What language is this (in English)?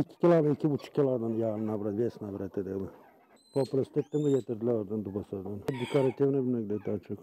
Gagauz